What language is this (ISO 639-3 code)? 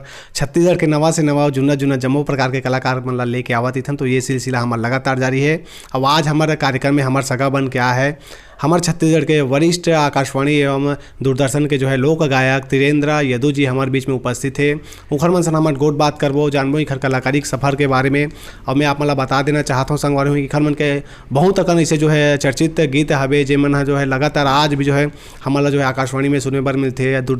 hne